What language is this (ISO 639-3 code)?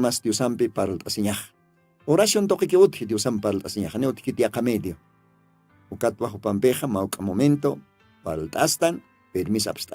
aym